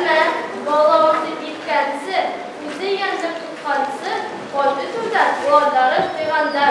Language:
Bashkir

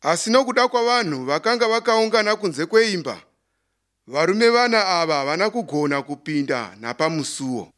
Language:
Shona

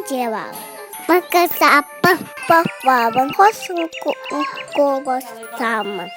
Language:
Yakut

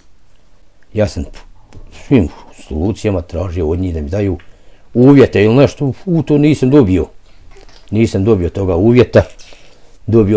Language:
Bosnian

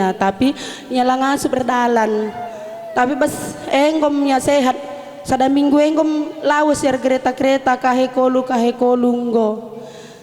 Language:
Batak Karo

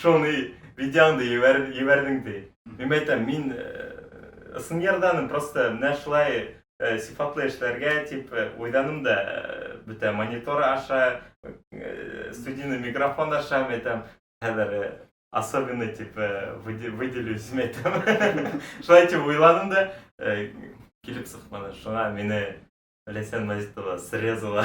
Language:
Bashkir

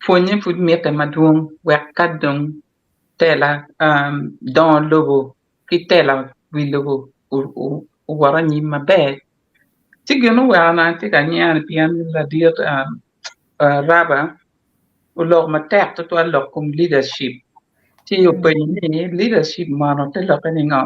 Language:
Acoli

